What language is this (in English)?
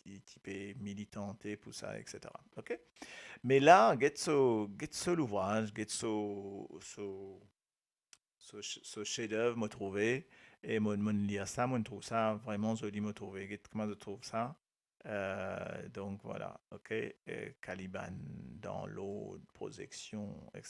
Morisyen